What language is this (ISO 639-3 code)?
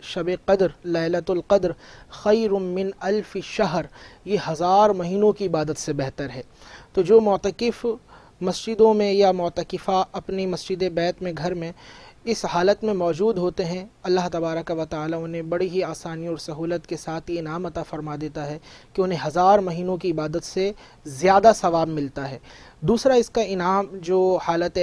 urd